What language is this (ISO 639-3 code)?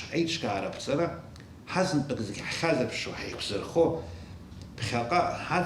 abk